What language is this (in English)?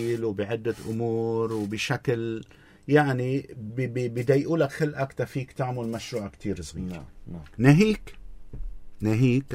North Levantine Arabic